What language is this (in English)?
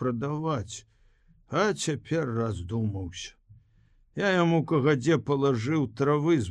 Belarusian